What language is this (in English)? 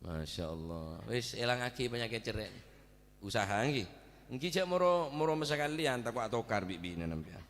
Madurese